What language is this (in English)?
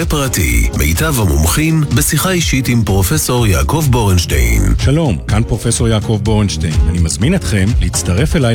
Hebrew